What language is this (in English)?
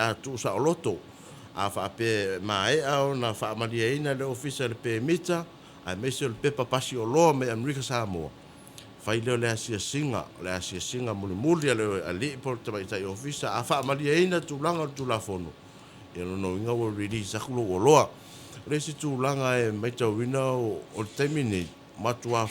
Samoan